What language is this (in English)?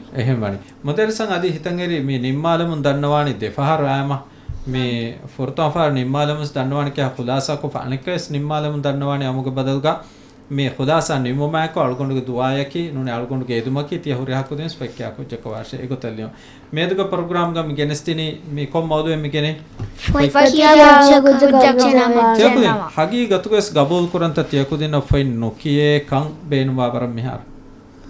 Divehi